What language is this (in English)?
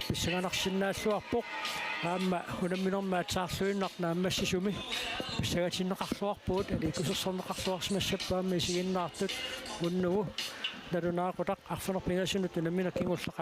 Kalaallisut